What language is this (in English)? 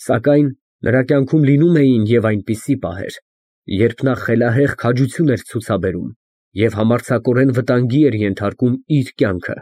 Armenian